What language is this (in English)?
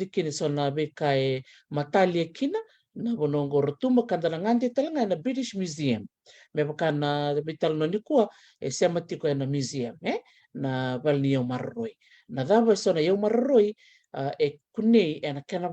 Fijian